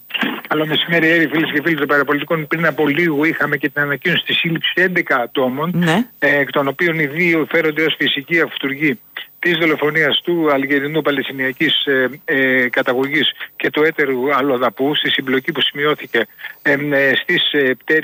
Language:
Greek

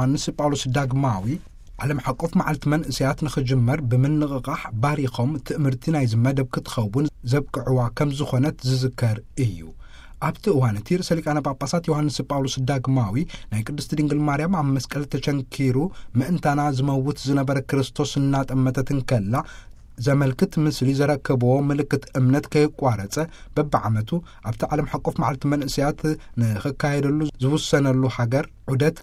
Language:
Tigrinya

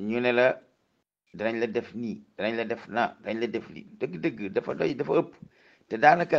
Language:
Wolof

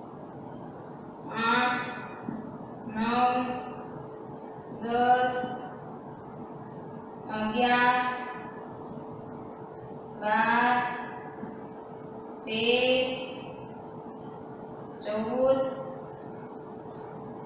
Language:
Gujarati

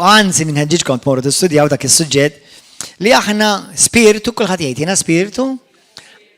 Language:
Maltese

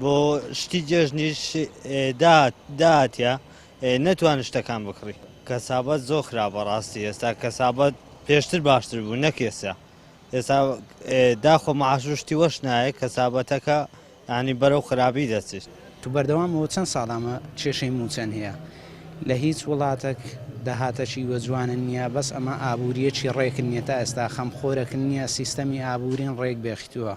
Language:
Central Kurdish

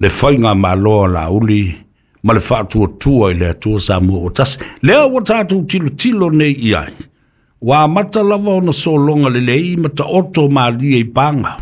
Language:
Samoan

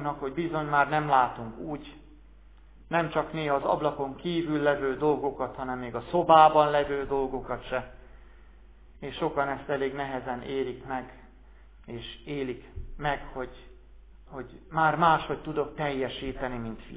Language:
Hungarian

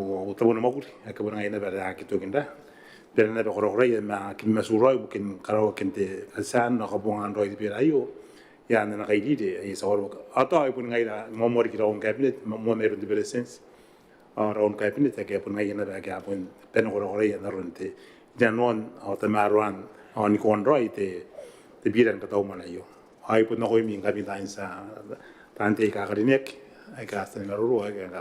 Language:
Gilbertese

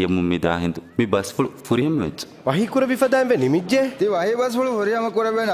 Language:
Divehi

